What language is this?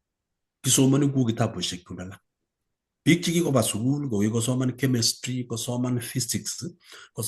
Kalenjin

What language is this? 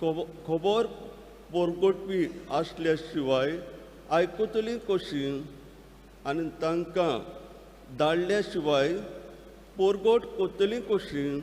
Konkani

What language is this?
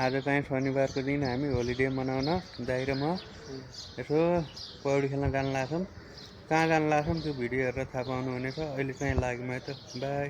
Nepali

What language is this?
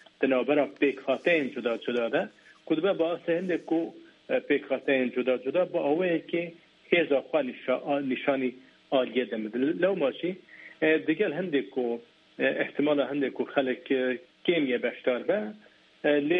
Kurdish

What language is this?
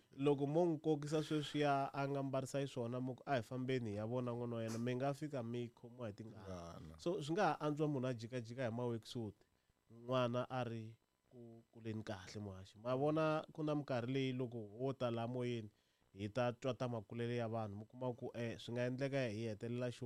Tsonga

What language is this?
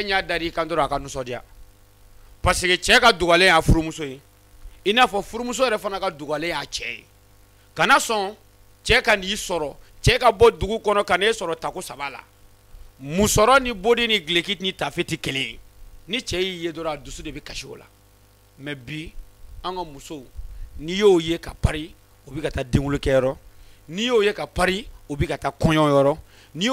Bambara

